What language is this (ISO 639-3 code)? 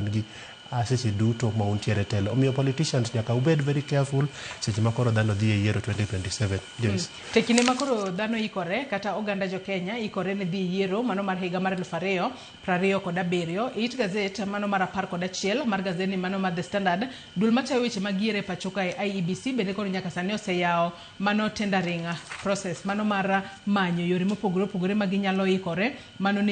luo